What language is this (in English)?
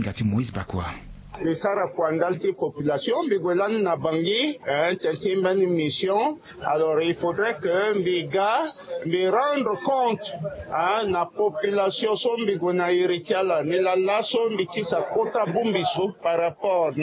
Sango